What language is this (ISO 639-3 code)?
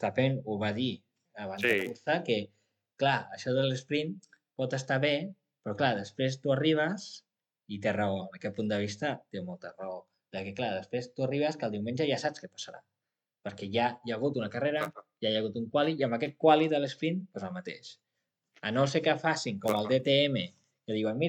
cat